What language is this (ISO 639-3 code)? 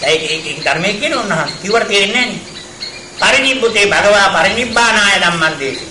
sin